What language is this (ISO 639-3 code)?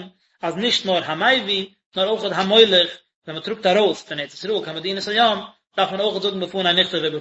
yid